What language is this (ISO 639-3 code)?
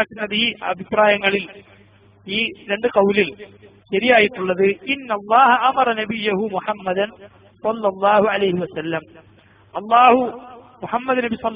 mal